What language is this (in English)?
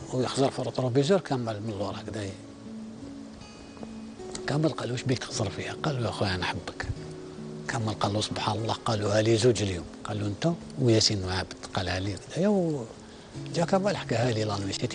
Algerian Arabic